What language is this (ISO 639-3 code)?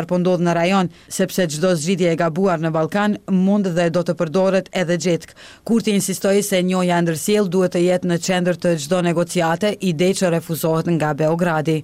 sqi